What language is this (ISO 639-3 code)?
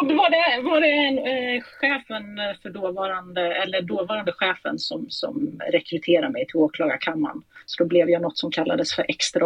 swe